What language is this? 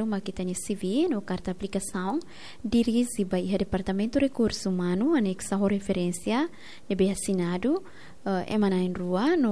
Tetum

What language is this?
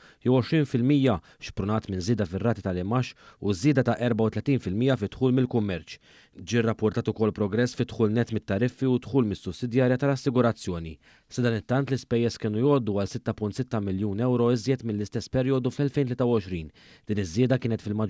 Maltese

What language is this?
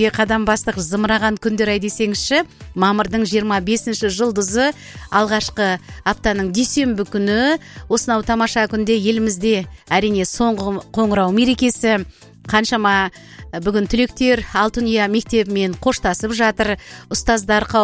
Kazakh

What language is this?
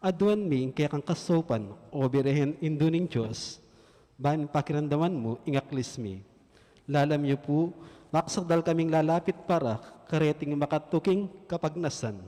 Pampanga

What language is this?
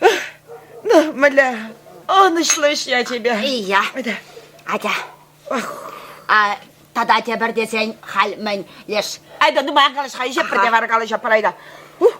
Chuvash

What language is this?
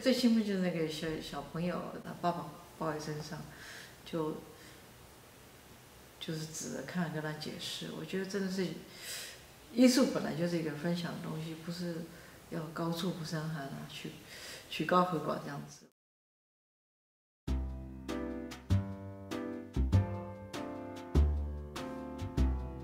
Chinese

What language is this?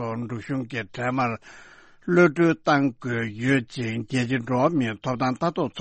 Tibetan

